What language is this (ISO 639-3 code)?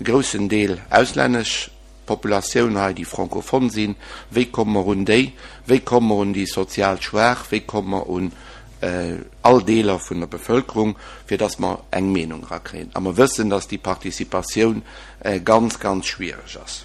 ltz